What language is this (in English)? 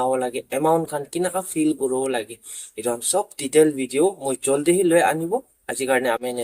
Naga Pidgin